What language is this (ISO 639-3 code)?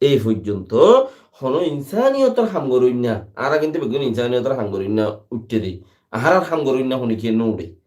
rhg